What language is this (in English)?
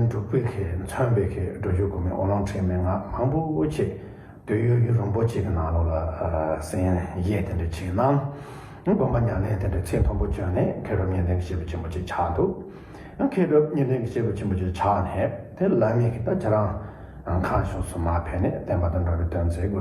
Tibetan